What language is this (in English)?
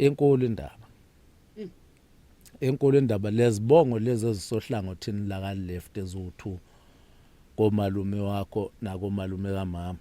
Zulu